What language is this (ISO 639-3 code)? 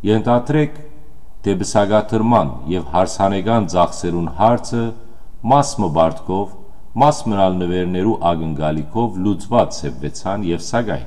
hyw